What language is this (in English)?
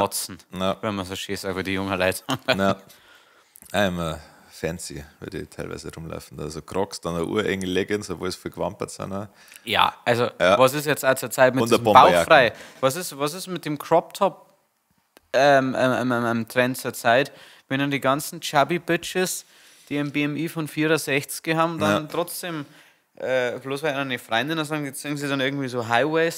Bavarian